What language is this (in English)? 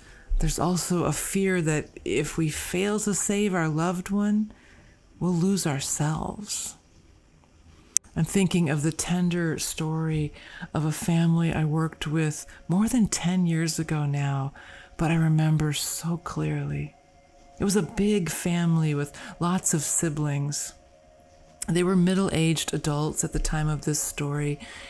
English